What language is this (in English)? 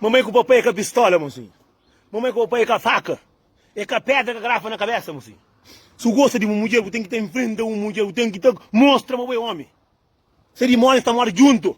Kabuverdianu